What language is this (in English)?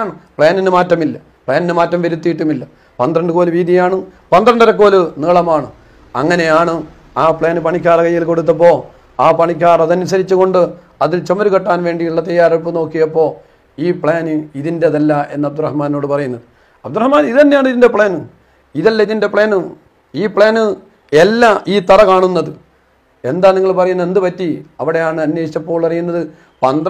Malayalam